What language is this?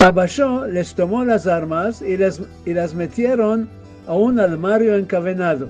Ladino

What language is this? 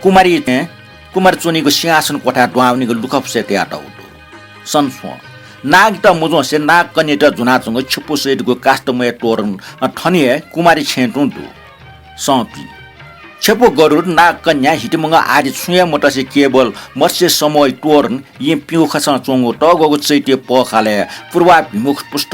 Newari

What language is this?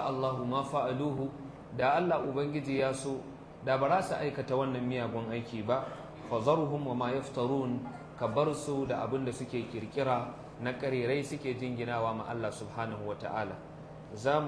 Hausa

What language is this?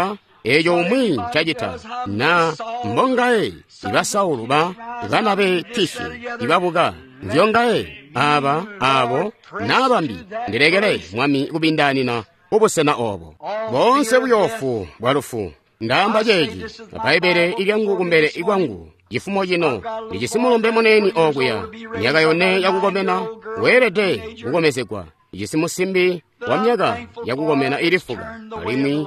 Tonga (Zambia)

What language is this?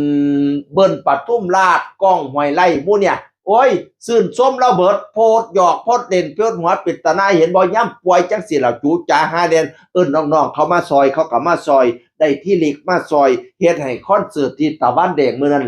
Northeastern Thai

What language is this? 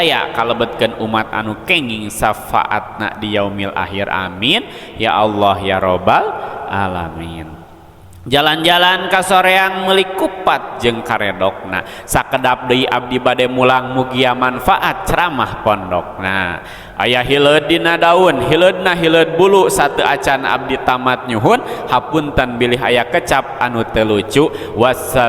Sundanese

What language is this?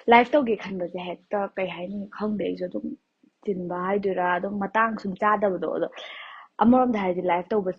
Manipuri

